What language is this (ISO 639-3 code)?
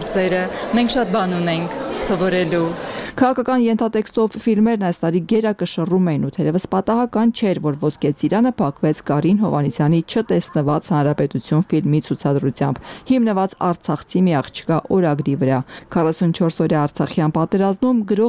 hye